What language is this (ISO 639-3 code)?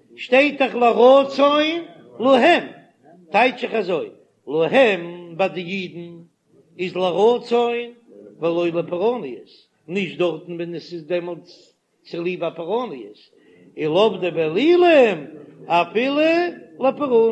yid